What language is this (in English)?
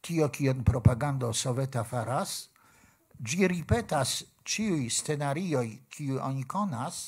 Esperanto